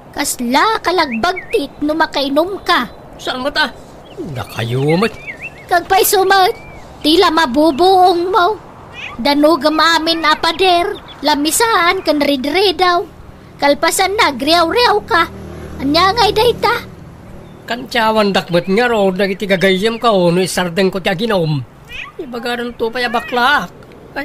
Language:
Iloko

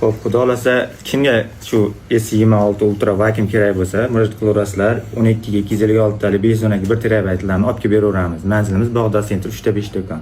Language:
Uzbek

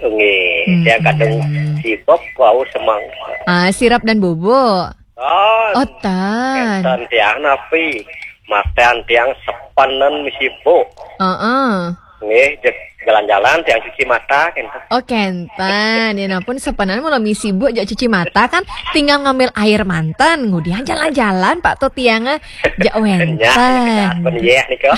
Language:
Balinese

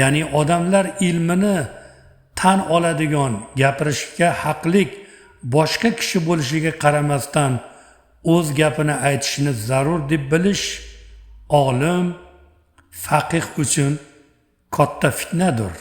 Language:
Uzbek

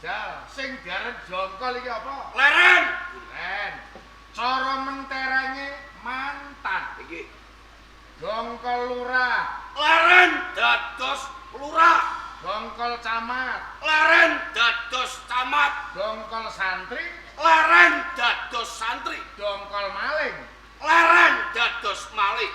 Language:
Javanese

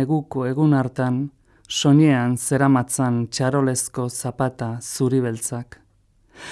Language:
Basque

